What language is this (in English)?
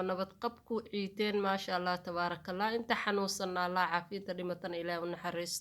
Somali